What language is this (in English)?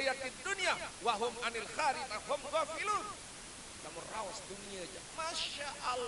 Sasak